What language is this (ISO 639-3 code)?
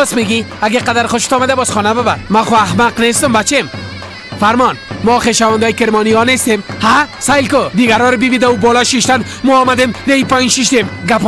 fas